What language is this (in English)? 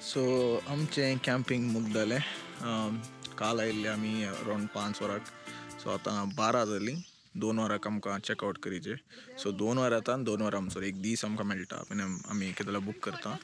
Konkani